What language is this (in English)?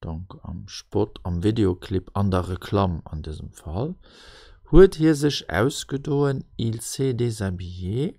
Luxembourgish